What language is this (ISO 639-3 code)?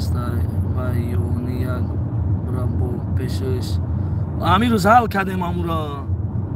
tgk